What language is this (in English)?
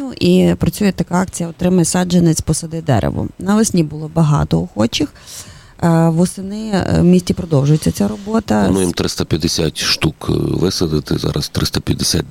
Ukrainian